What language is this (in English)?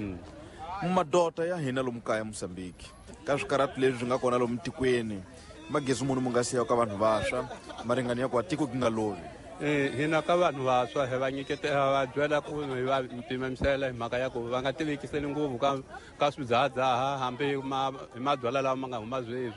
Tsonga